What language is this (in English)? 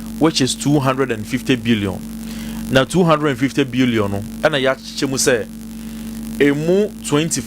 Akan